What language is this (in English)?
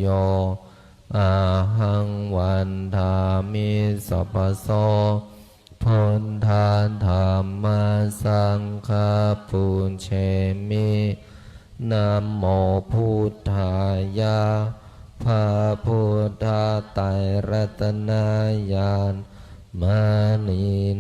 Pali